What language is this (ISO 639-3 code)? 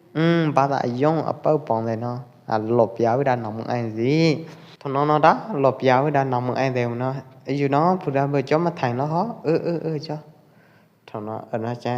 kjp